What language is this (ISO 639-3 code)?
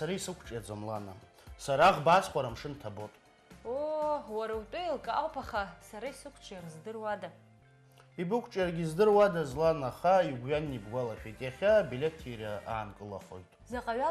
abk